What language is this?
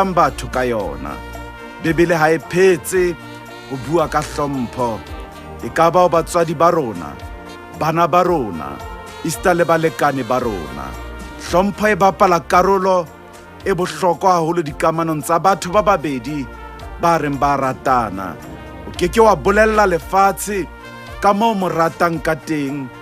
Southern Sotho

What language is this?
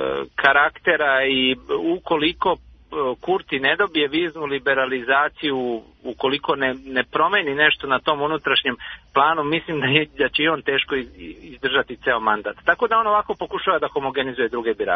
Serbian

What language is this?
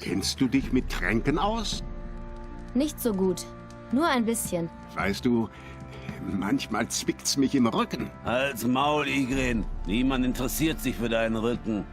Swiss German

